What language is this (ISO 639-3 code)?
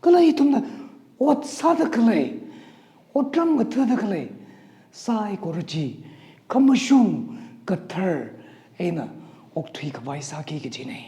nmf